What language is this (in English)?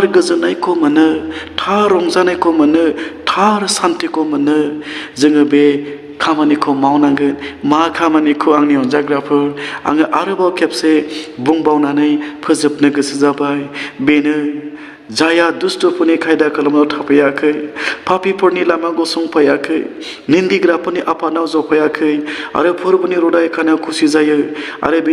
Bodo